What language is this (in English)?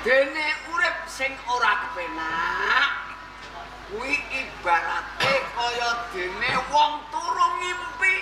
Javanese